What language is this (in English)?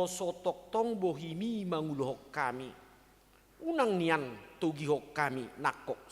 Batak Toba